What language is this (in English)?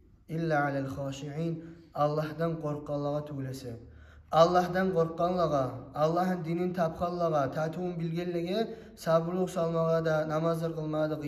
Kumyk